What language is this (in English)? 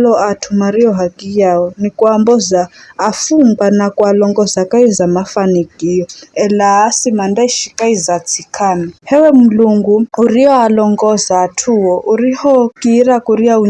Giryama